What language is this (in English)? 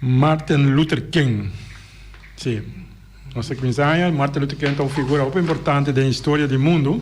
Papiamento